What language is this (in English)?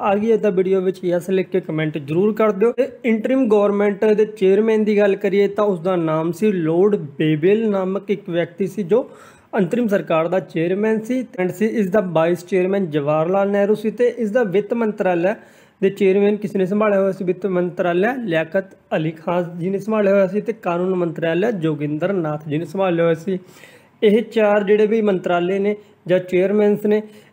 Punjabi